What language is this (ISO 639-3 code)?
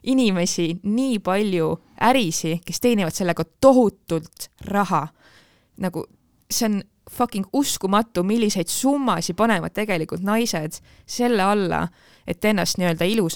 est